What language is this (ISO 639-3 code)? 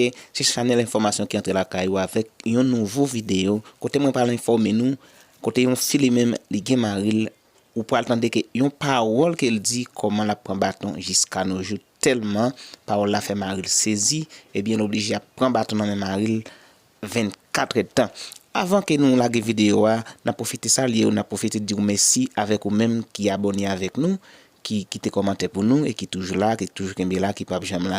hat